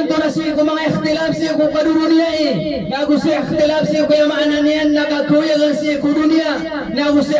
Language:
Maranao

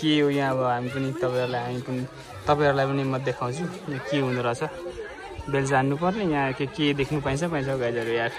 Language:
Nepali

